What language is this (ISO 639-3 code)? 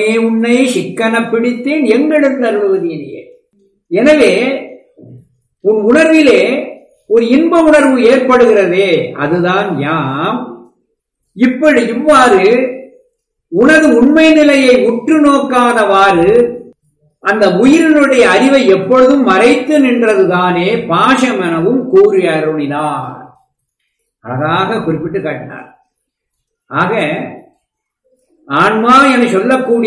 tam